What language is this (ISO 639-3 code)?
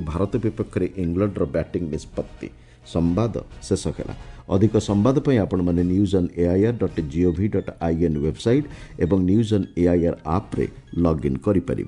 ori